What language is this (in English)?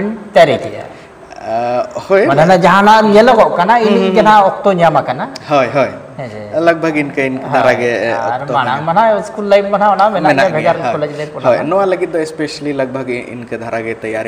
Santali